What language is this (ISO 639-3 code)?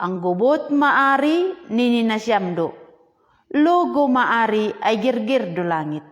bts